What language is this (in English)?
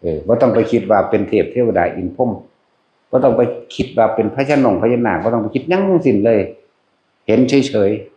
Northeastern Thai